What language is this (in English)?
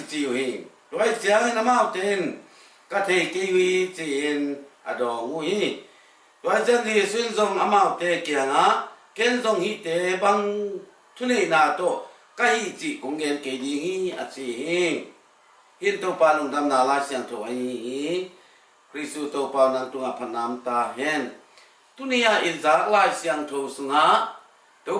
Tedim Chin